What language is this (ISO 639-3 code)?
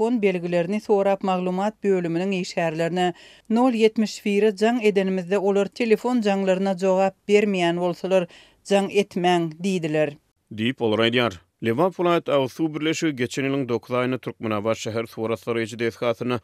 tuk